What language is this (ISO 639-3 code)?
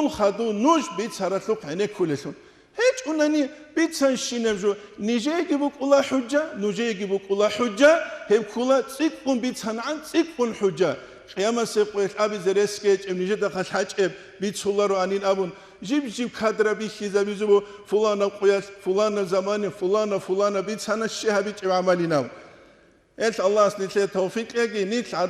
ava